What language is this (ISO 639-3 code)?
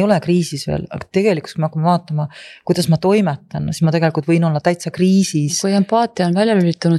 est